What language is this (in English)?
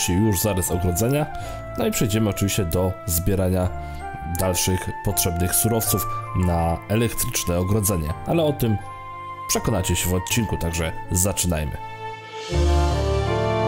Polish